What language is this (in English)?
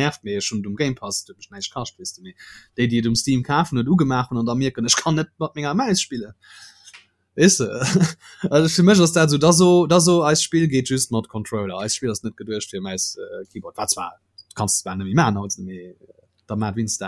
Luxembourgish